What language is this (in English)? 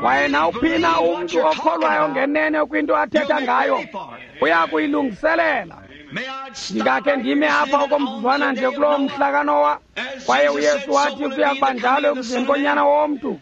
Xhosa